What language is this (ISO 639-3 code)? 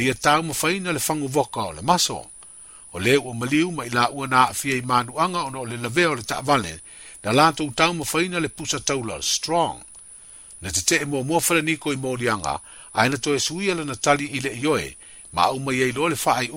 smo